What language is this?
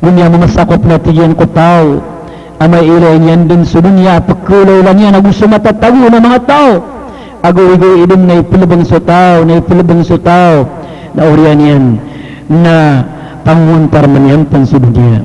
Maranao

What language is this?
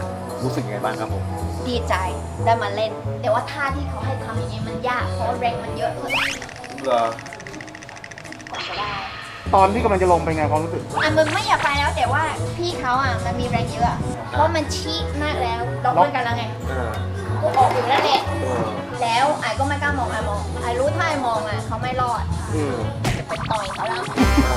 Thai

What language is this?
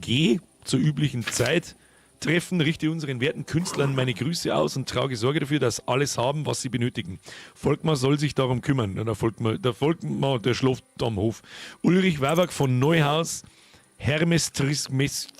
Bavarian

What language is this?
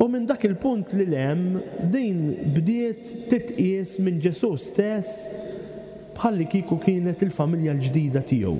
Maltese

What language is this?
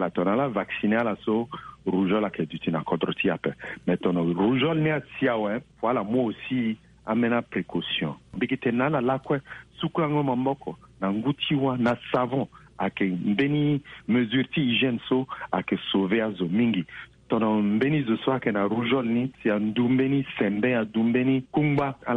Sango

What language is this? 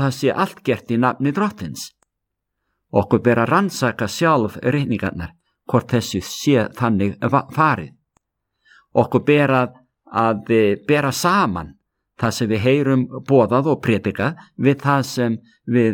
Icelandic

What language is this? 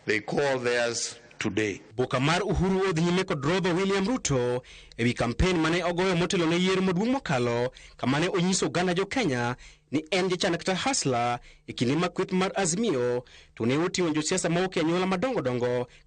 Luo (Kenya and Tanzania)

